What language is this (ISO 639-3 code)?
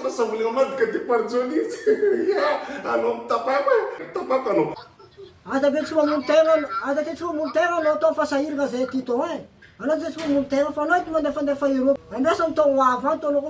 mlg